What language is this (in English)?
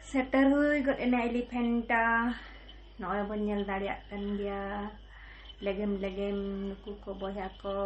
Santali